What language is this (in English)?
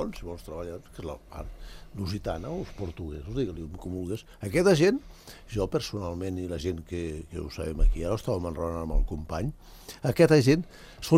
Catalan